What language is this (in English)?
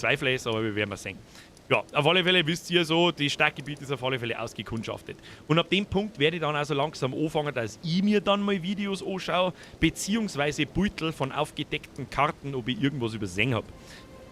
Bavarian